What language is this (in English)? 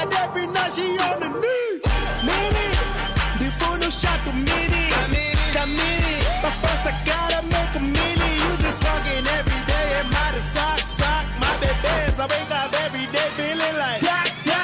Tswana